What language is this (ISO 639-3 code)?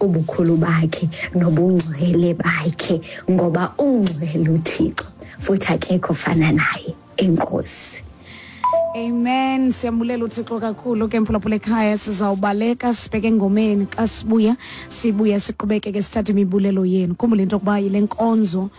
xho